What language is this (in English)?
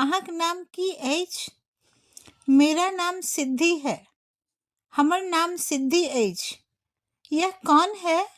Maithili